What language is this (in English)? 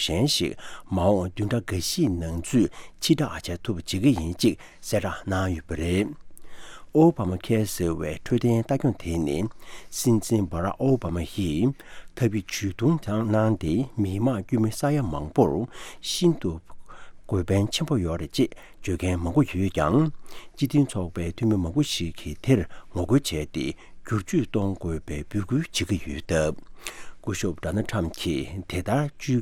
Tibetan